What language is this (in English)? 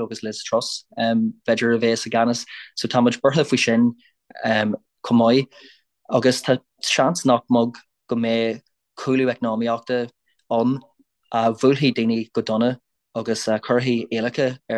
Irish